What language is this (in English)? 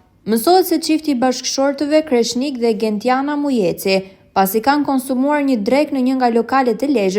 Albanian